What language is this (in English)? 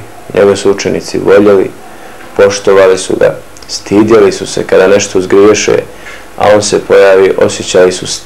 Bosnian